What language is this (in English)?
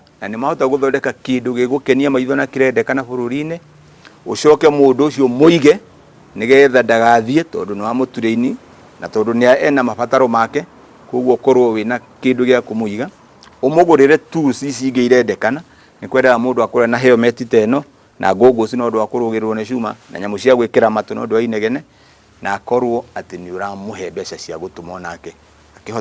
Kikuyu